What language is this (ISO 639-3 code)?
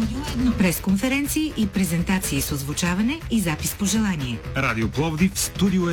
bul